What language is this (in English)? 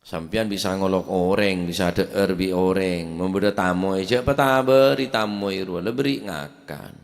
Madurese